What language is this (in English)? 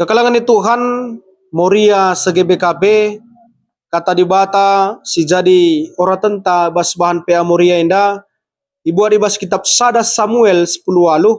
Batak Karo